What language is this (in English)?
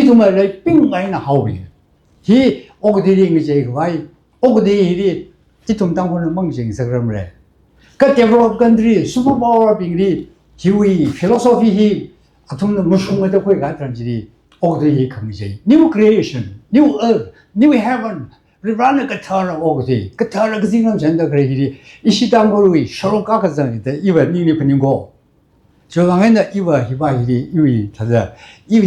Tangkhul Naga (India)